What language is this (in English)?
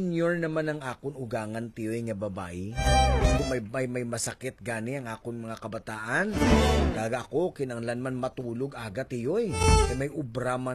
Hiligaynon